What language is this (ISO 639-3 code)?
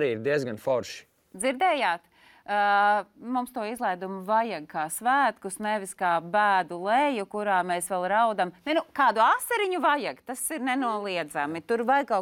lav